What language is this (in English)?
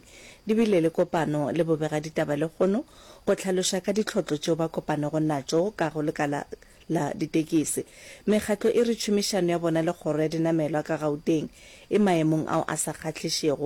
Northern Sotho